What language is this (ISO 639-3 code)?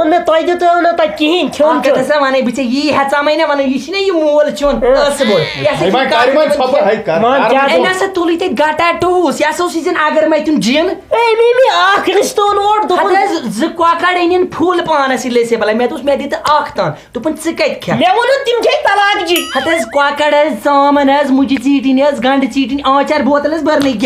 kas